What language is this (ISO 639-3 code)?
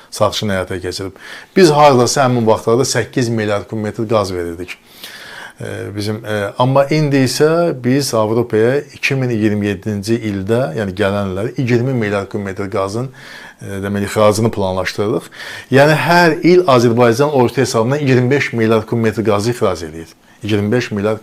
aze